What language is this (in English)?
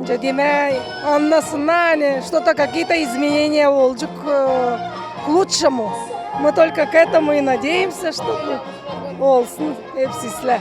Gagauz